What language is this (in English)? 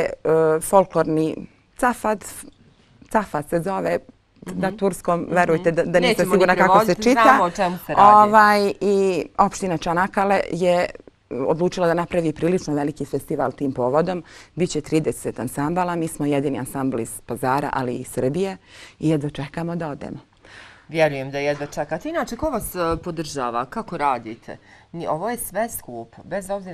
Bosnian